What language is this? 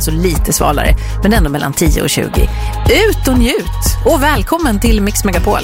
Swedish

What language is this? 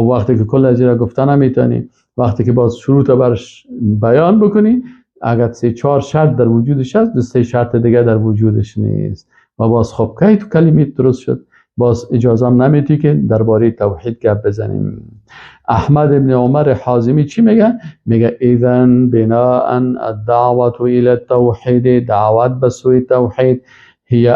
Persian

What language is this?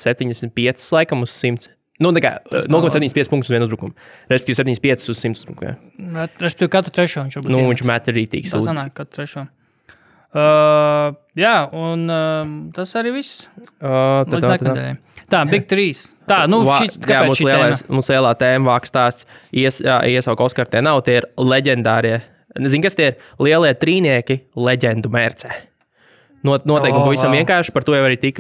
Latvian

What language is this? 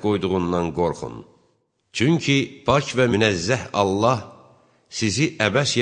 Azerbaijani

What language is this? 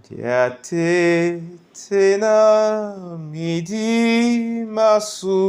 Duala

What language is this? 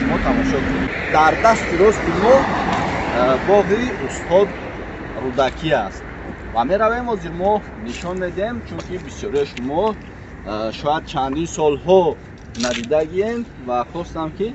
Tajik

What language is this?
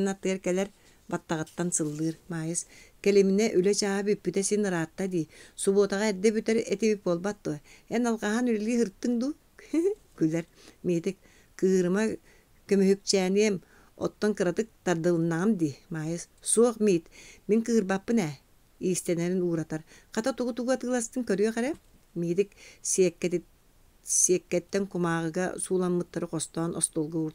Yakut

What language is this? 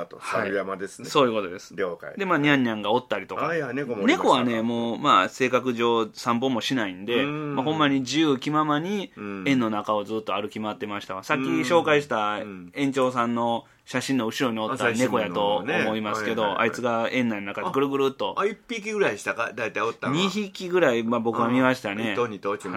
Japanese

